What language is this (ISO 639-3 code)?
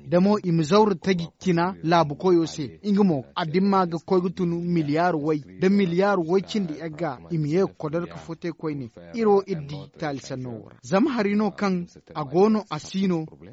dje